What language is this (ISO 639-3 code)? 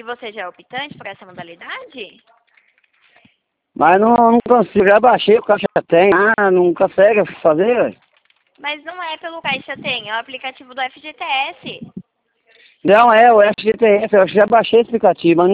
por